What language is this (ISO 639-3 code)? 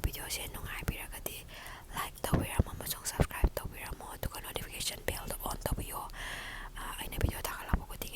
mni